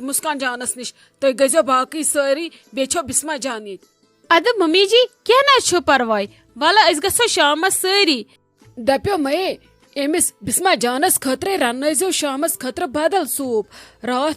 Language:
Kashmiri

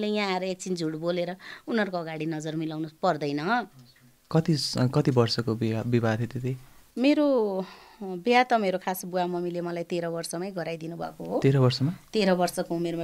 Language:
Nepali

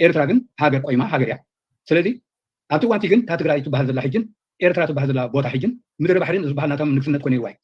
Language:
Tigrinya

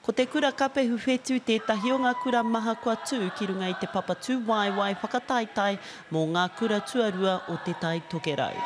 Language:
Māori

